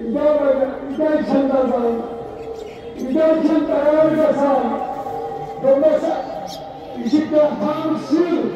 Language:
Kashmiri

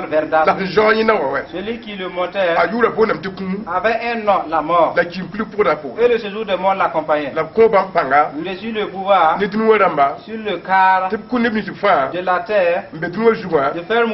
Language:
Mossi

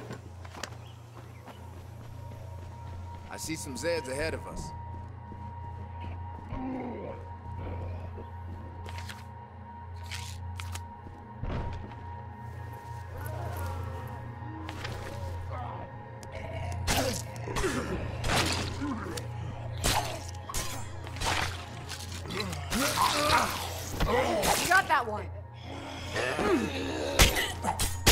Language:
English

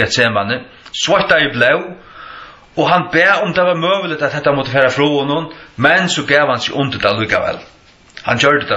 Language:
Faroese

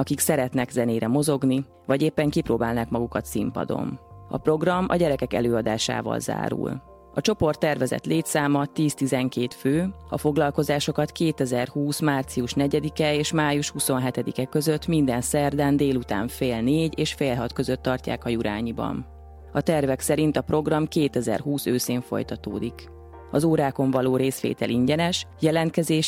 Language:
Hungarian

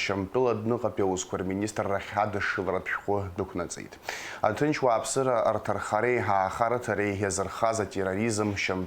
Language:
Abkhazian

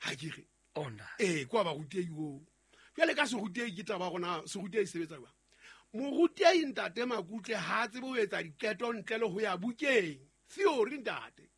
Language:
Southern Sotho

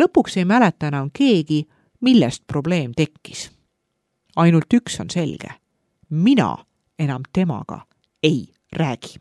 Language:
Estonian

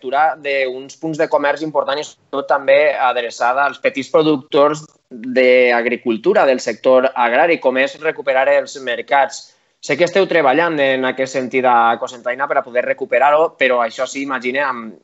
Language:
Catalan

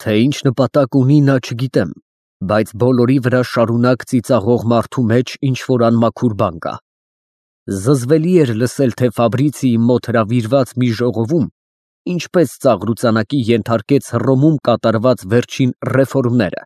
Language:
Armenian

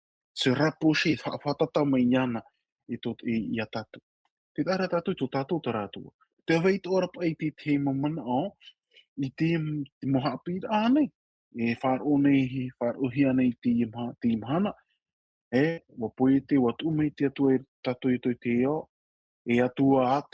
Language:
Tahitian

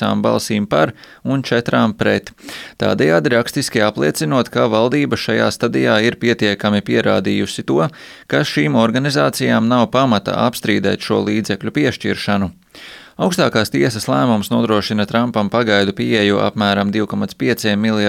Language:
Latvian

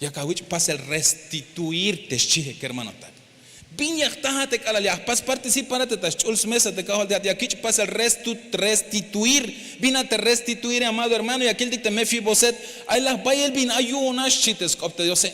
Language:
Tzeltal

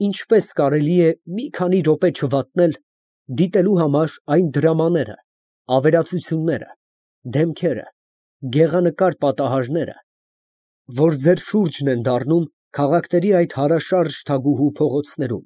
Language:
Armenian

